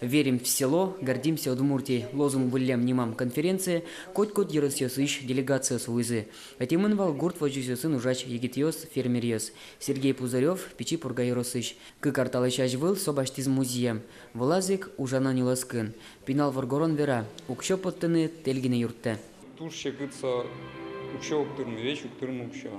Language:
Udmurt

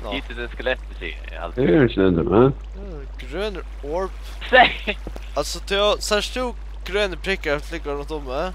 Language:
Faroese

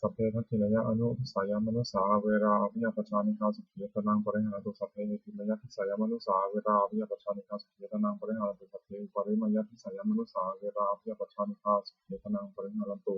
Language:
Pali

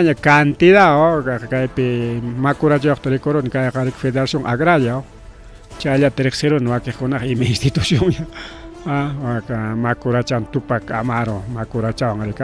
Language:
Ayacucho Quechua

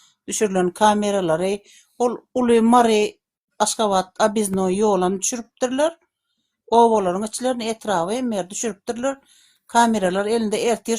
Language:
Turkmen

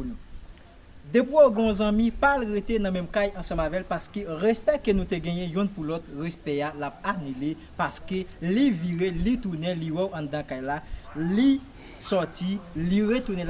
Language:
Haitian Creole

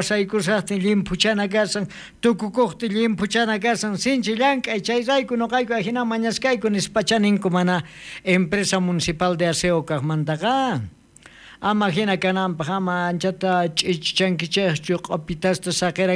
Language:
South Bolivian Quechua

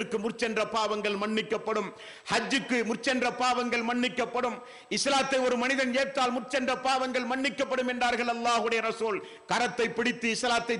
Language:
Tamil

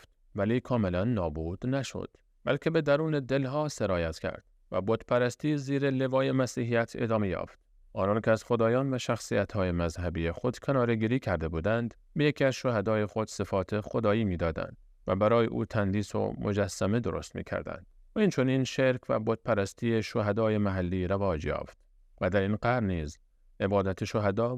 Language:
Persian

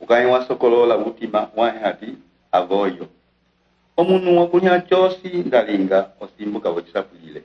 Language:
Umbundu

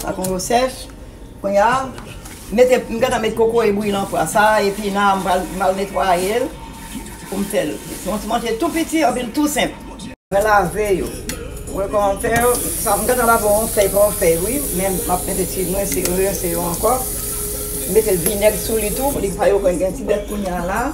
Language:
Haitian Creole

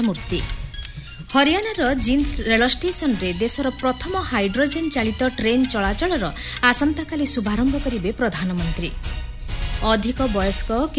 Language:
Odia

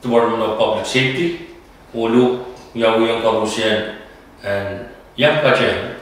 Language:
Pohnpeian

